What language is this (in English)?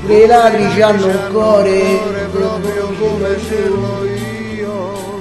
Neapolitan